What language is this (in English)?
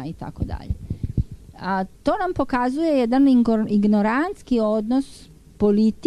Serbian